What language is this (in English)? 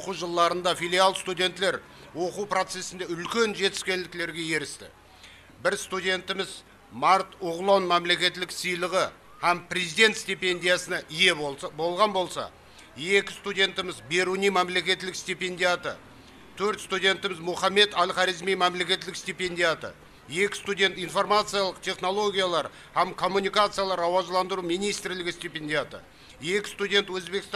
Kara-Kalpak